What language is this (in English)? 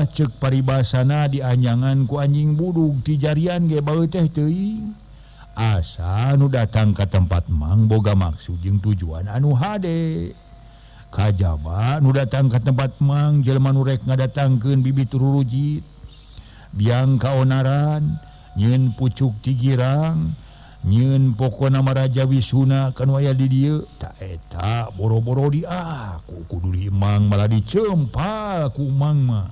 Sundanese